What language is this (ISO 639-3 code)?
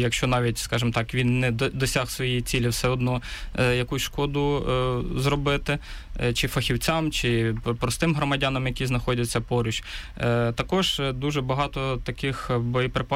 ukr